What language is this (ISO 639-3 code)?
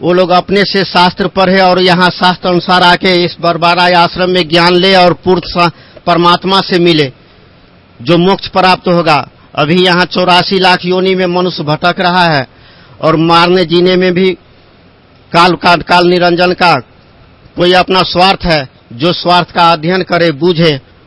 hin